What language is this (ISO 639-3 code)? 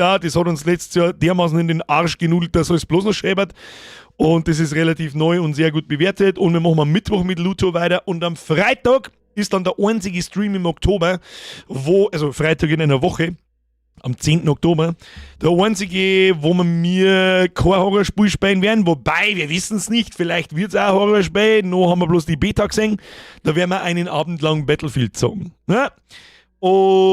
bar